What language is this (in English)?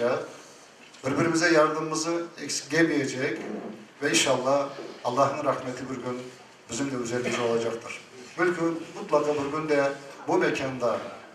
Crimean Tatar